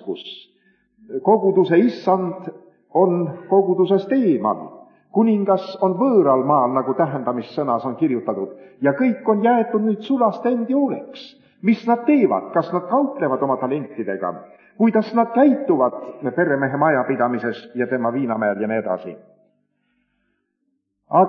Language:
Estonian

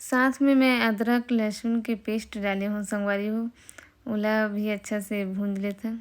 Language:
Chhattisgarhi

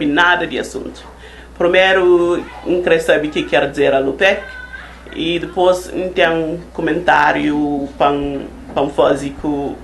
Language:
Kabuverdianu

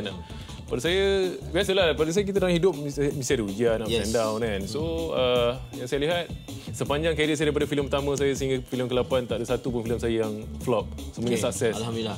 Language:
Malay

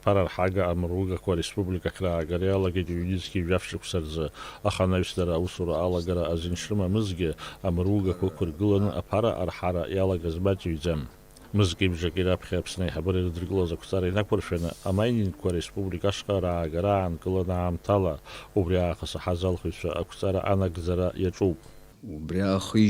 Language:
Abkhazian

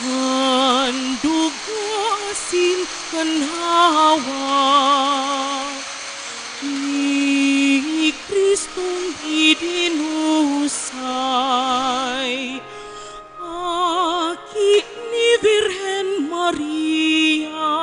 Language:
Bikol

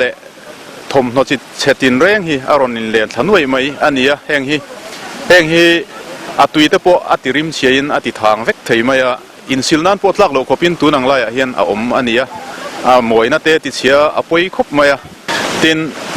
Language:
Mizo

